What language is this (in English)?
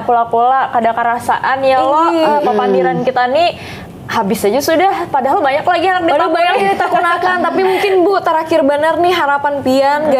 Banjar